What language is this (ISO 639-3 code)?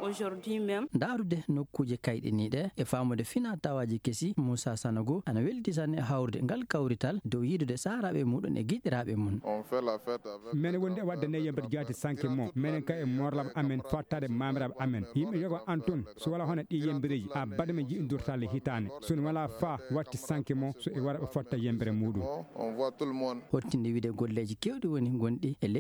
ful